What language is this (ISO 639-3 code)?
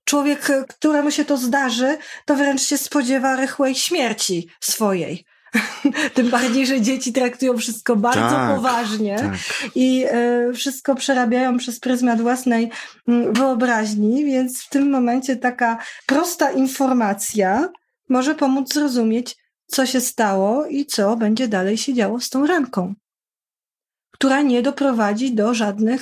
pol